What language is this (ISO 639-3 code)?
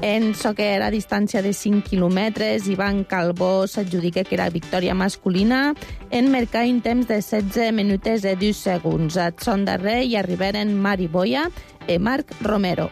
cat